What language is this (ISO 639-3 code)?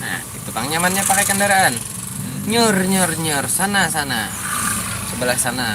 bjn